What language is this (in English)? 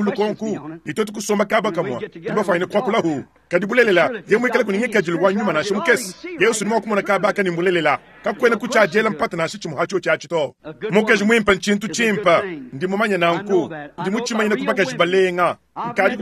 Luba-Lulua